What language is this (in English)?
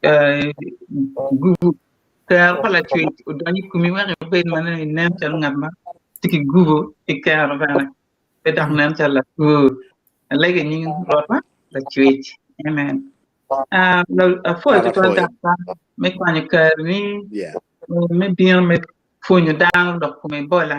Acoli